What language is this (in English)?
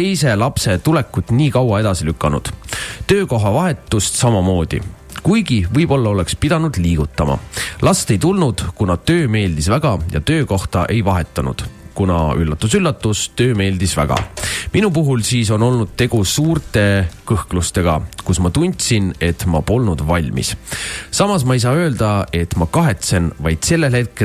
Estonian